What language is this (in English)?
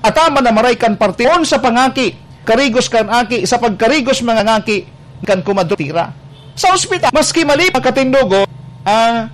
Bikol